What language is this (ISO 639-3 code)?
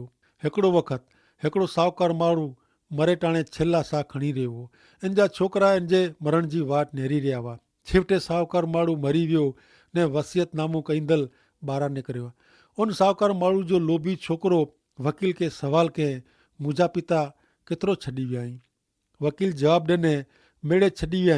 kfr